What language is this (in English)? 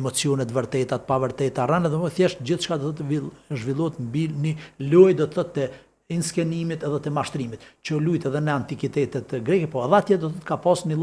Albanian